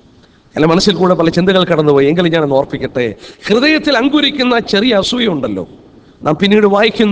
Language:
Malayalam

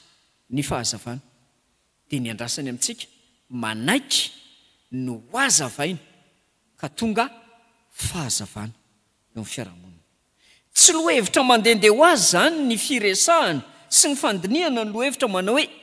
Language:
Malagasy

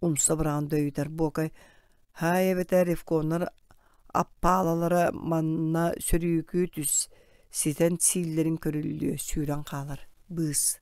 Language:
Yakut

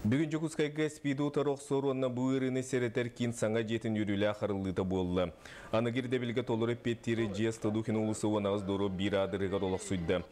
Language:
Yakut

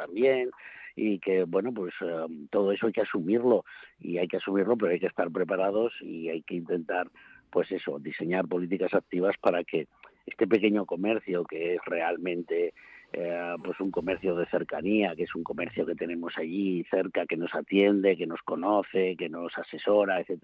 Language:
Spanish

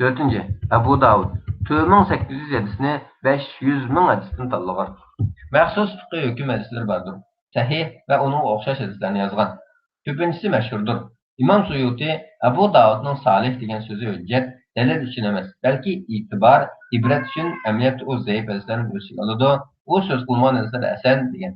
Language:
Uyghur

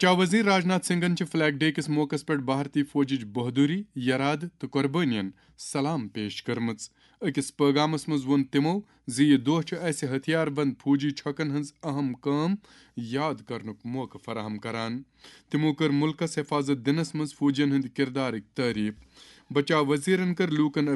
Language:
Kashmiri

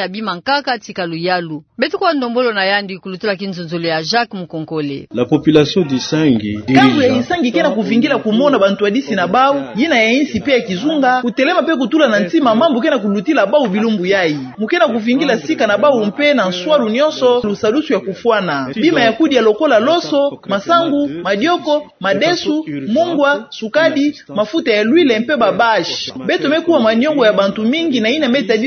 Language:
Kituba (Democratic Republic of Congo)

